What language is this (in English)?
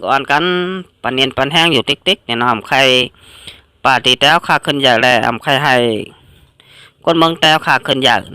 Shan